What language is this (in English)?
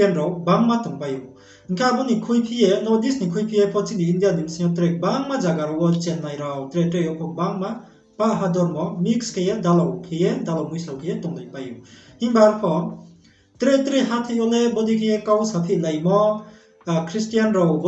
Riang (India)